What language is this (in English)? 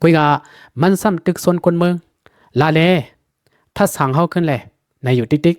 Lao